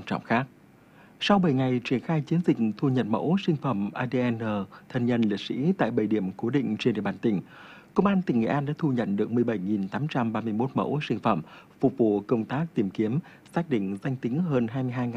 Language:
Vietnamese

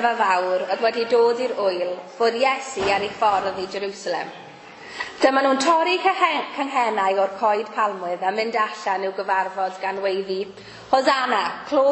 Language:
Welsh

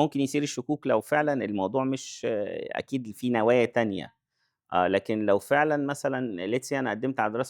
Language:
Egyptian Arabic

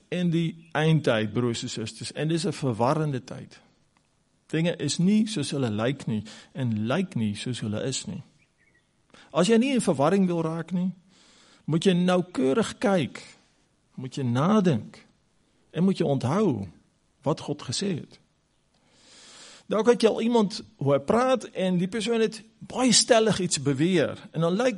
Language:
Afrikaans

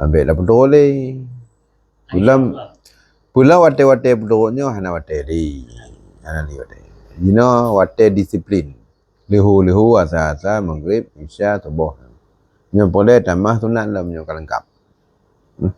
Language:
Achinese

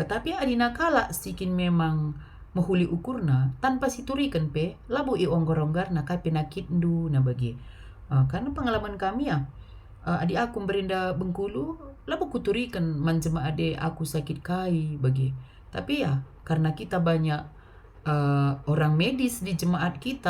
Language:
Batak Karo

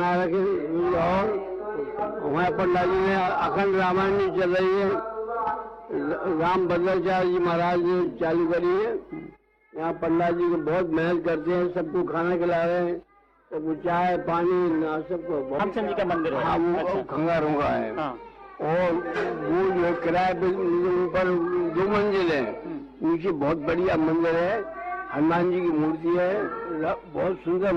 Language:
Hindi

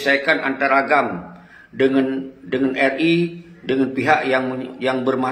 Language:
Achinese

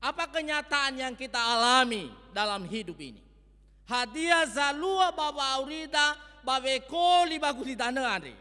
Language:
Nias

